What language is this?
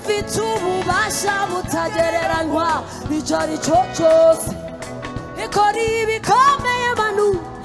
Kinyarwanda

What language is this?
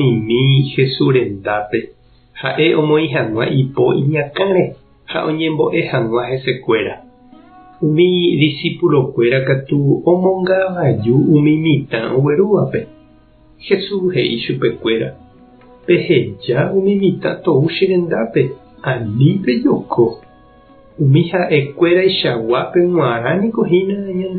Guarani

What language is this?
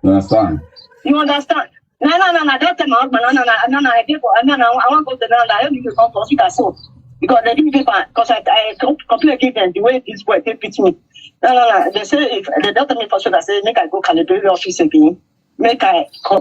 Nigerian Pidgin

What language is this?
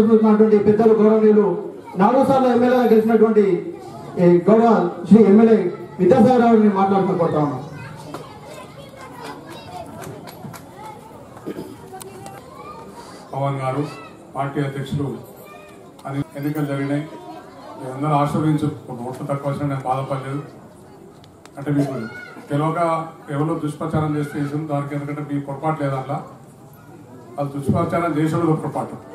Telugu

